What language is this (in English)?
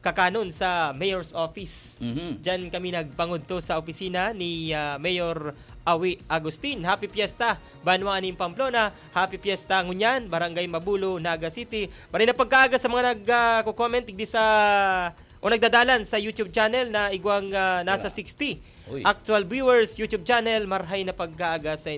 Bikol